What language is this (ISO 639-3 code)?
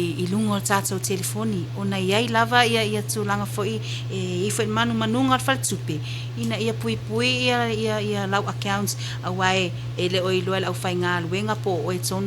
smo